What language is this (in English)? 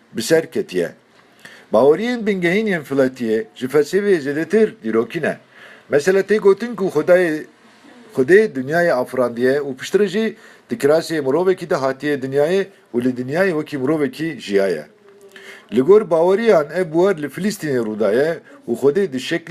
Kurdish